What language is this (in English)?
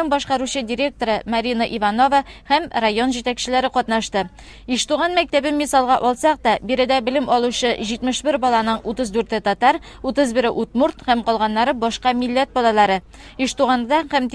Tatar